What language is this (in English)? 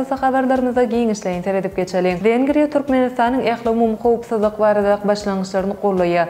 Turkmen